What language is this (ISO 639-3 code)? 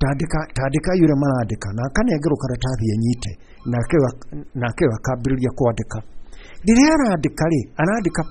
kik